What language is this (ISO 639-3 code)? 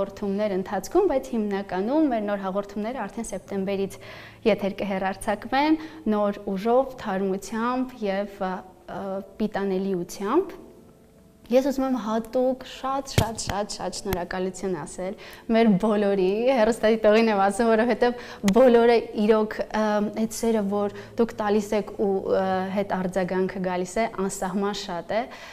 hye